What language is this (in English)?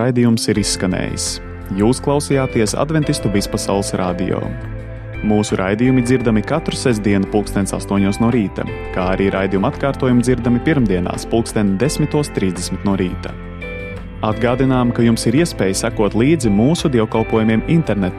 Latvian